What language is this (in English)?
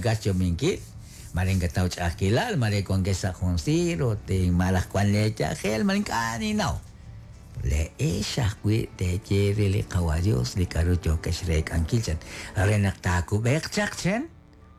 Kekchí